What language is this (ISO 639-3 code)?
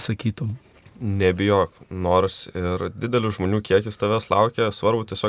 lit